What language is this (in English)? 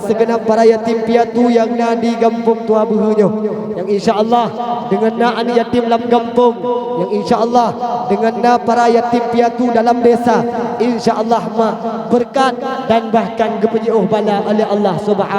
Achinese